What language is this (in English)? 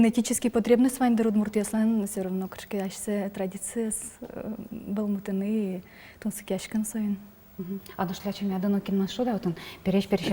Udmurt